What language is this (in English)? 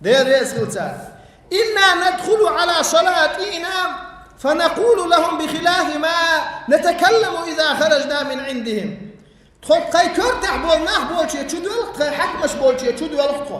Chechen